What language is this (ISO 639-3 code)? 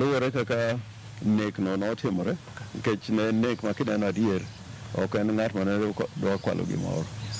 luo